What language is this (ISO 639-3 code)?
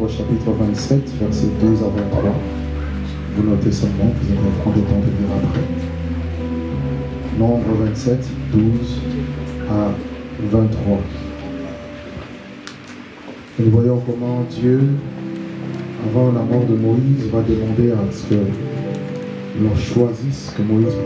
fra